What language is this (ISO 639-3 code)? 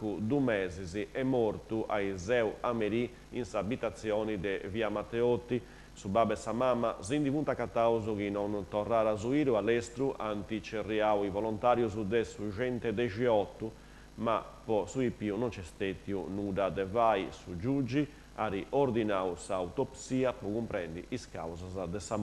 srd